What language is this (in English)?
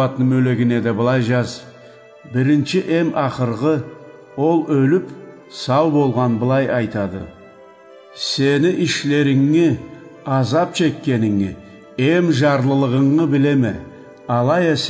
Karachay-Balkar